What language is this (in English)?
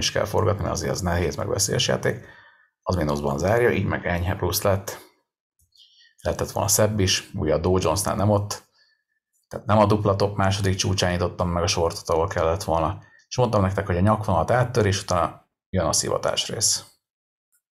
Hungarian